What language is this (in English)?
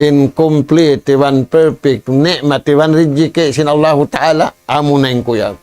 Tausug